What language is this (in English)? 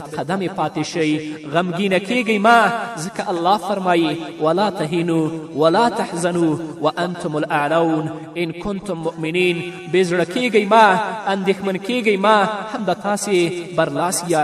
Pashto